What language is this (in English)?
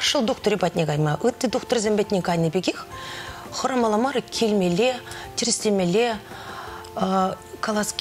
Chuvash